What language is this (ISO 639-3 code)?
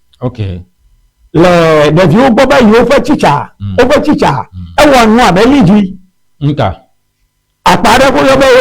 ewe